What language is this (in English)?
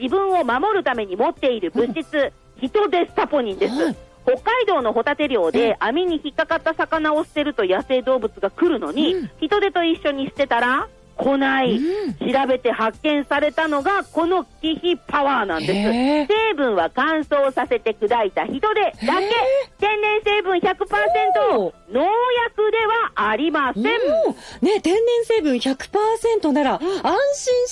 Japanese